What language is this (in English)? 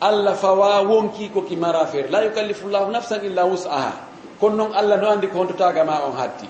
Fula